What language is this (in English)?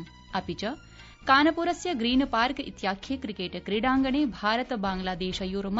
Sanskrit